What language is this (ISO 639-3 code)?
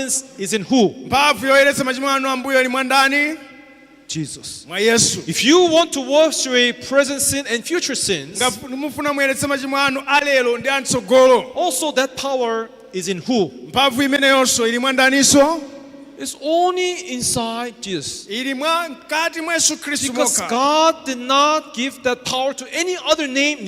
nya